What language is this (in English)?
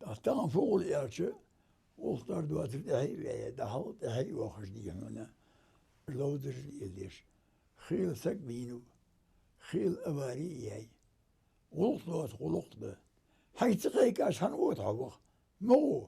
Ingush